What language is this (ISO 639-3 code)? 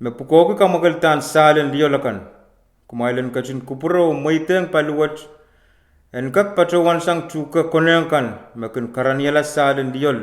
pon